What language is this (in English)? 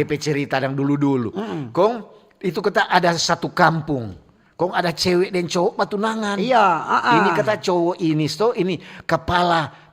Manado Malay